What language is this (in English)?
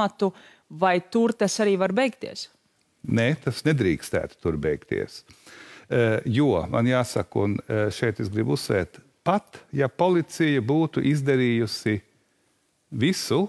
Latvian